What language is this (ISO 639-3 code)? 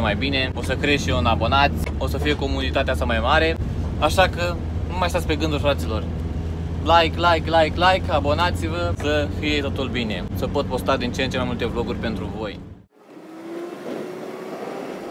ron